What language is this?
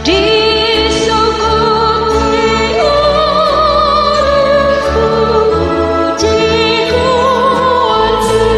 Batak Toba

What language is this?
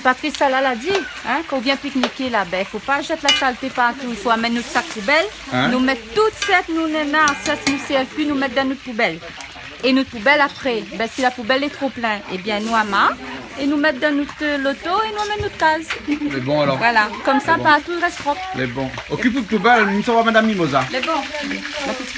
Réunion Creole French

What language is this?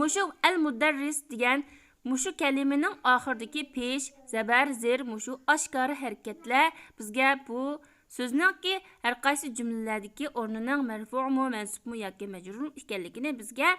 Uyghur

